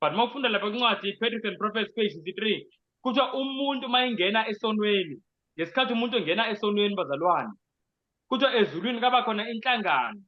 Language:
Zulu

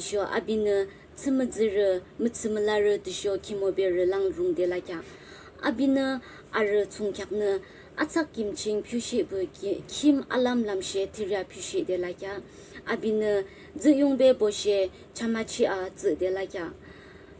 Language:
Yimchungru Naga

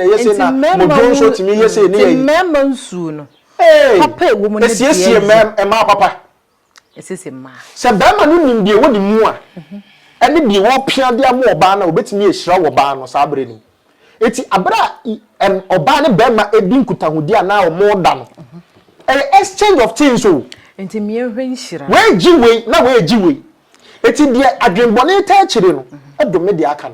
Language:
Akan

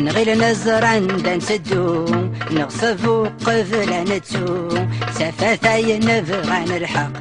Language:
Kabyle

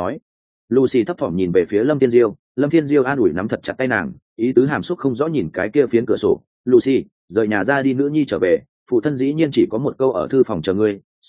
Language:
Vietnamese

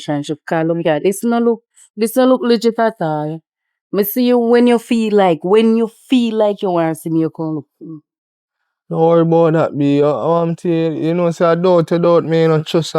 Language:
Jamaican Creole English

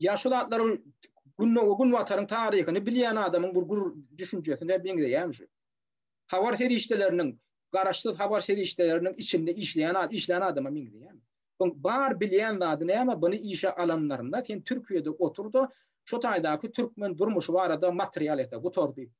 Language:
Turkmen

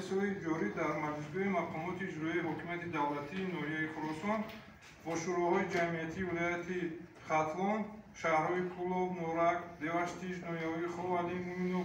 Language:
Tajik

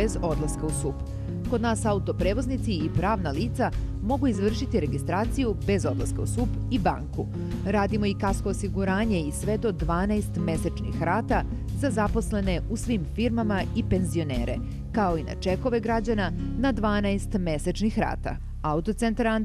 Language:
Serbian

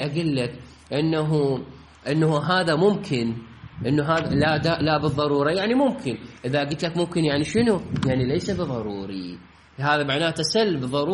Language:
Mesopotamian Arabic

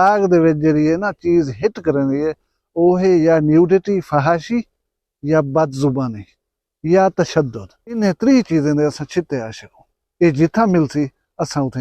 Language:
Saraiki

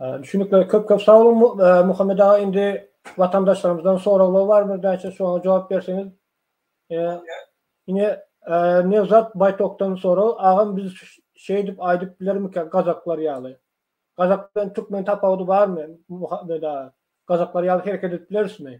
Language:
Turkmen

